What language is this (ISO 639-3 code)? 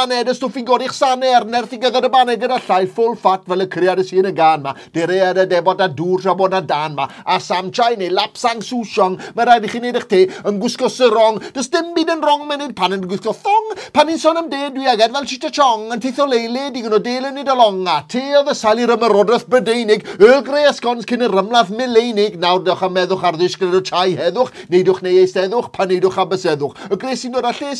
cym